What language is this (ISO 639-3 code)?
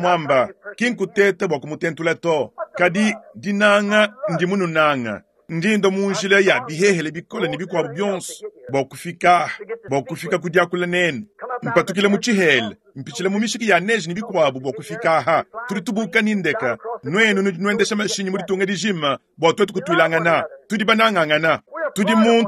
lua